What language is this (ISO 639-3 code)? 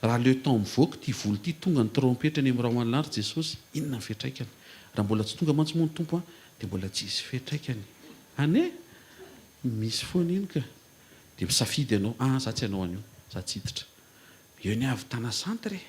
mlg